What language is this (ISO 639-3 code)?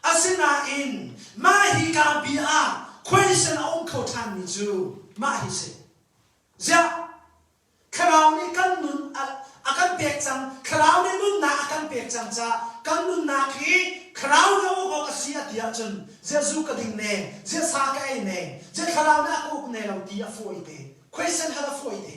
cnh